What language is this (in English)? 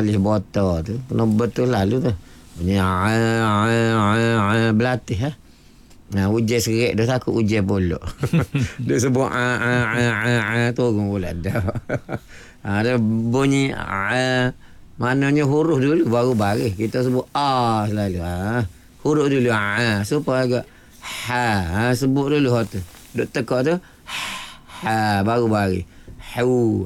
Malay